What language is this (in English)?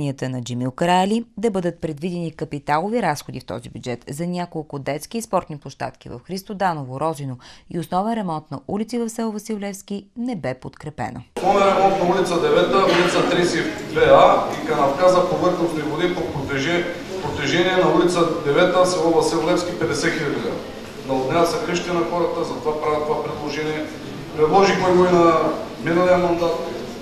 Bulgarian